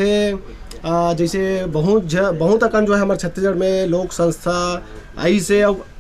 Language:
Chhattisgarhi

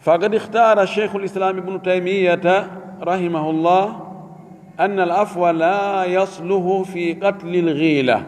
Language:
Fula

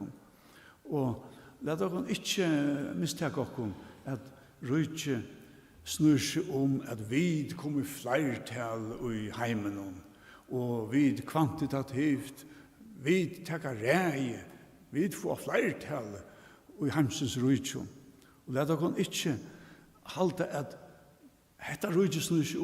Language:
Faroese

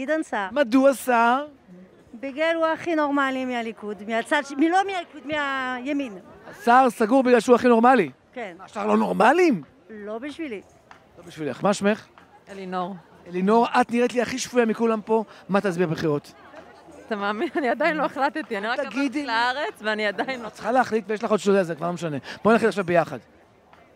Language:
Hebrew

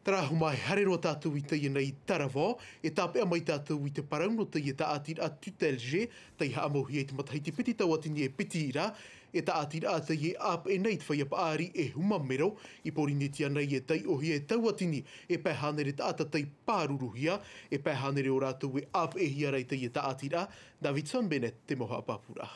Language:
Tahitian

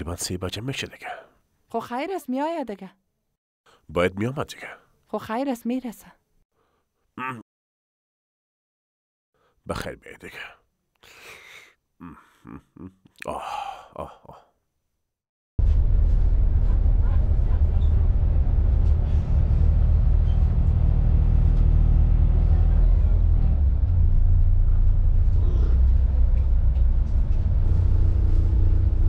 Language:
Persian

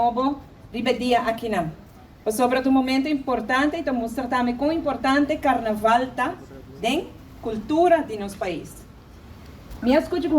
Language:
Papiamento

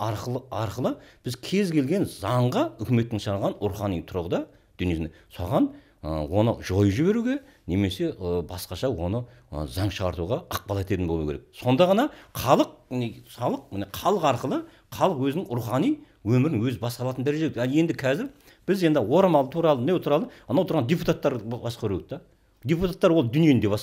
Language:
Kazakh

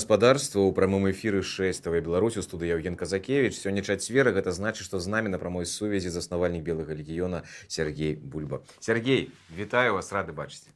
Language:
Belarusian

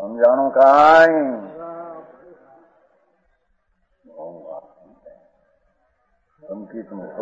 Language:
Gujarati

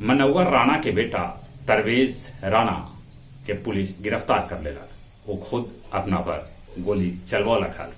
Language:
Magahi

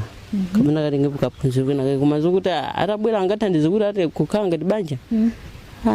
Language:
Nyanja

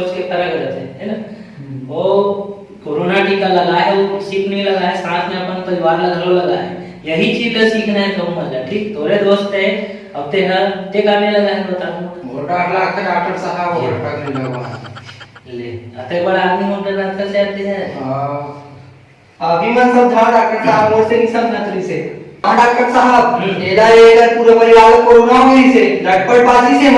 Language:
Chhattisgarhi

